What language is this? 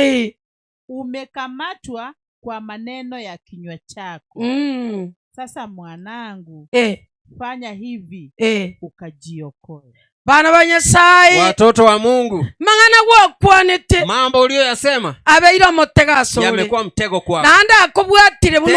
Gusii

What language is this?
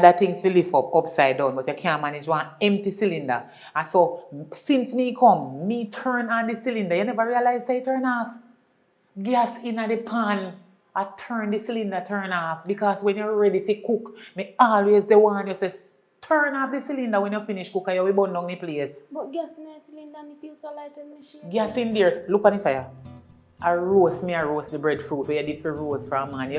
Jamaican Creole English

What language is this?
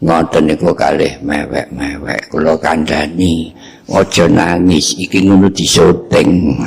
Javanese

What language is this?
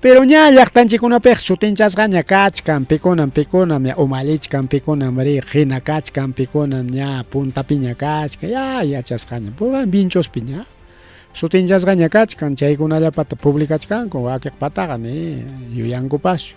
Ayacucho Quechua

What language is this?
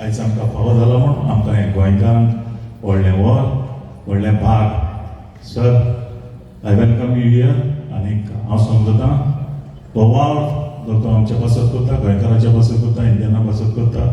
Konkani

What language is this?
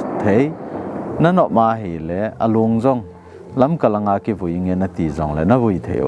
Thado Chin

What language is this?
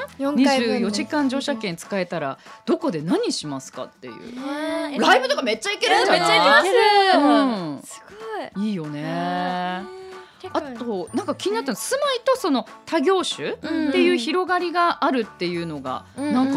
Japanese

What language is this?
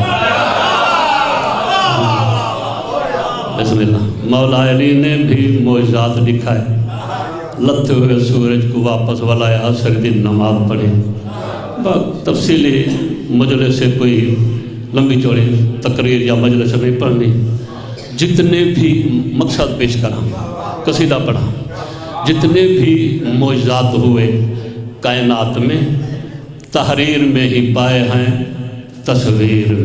Urdu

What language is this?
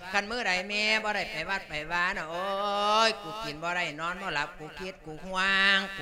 Lao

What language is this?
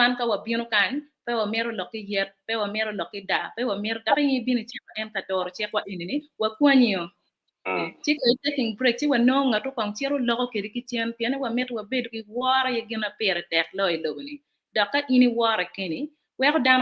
Acoli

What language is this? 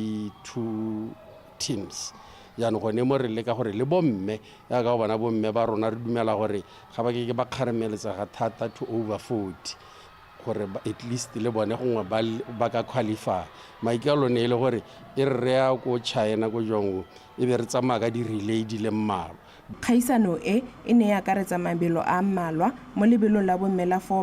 Tswana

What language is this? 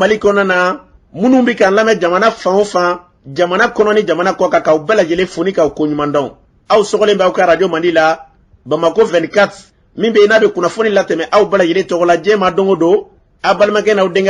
Bambara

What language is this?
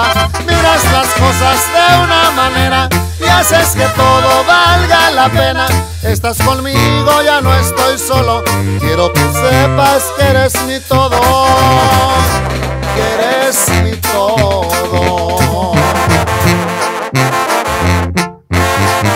Spanish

